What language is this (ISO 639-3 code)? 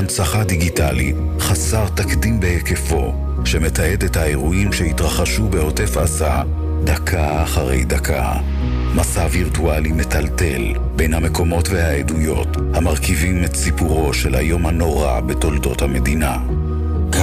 heb